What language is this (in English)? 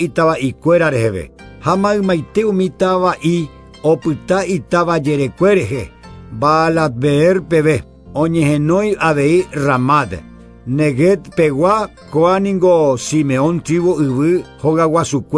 Guarani